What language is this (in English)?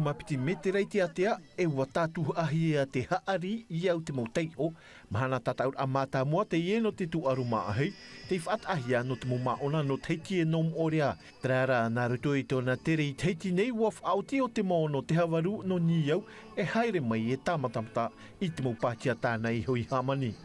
Tahitian